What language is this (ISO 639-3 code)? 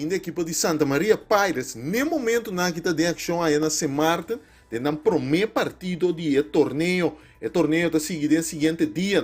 pap